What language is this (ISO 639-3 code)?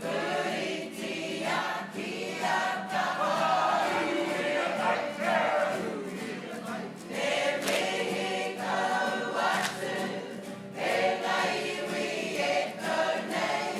mri